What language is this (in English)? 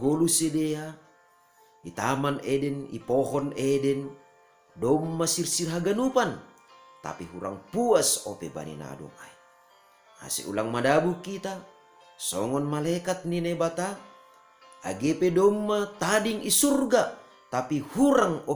Batak Simalungun